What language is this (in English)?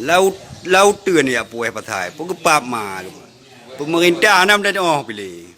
Achinese